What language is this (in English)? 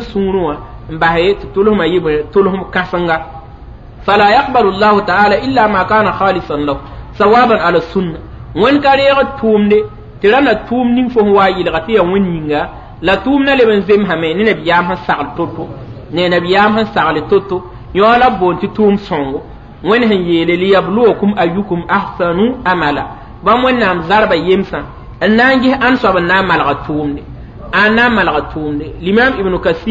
Mossi